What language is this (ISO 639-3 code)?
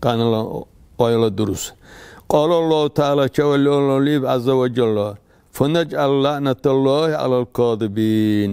dar